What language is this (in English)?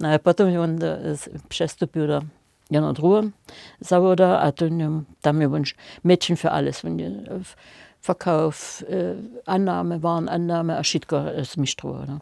Upper Sorbian